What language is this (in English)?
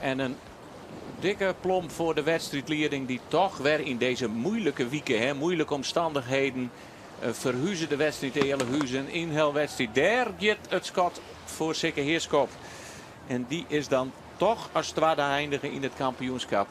Western Frisian